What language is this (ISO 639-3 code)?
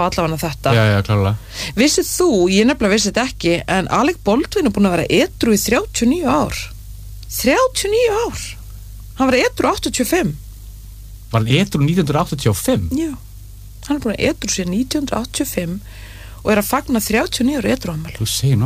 isl